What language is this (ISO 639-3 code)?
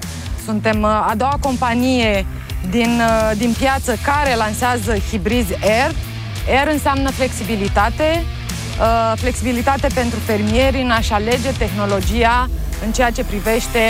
ron